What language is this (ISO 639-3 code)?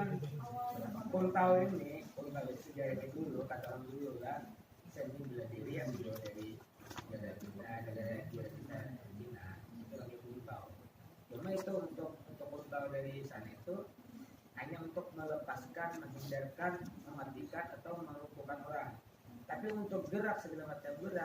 bjn